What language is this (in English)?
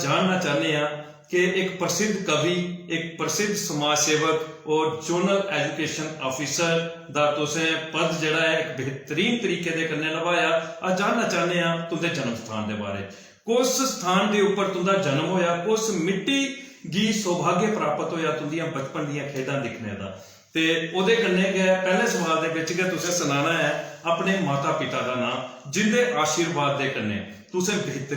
Dogri